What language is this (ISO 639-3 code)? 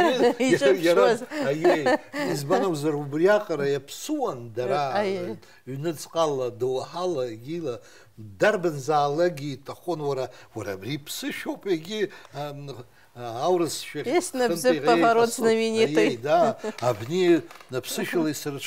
abk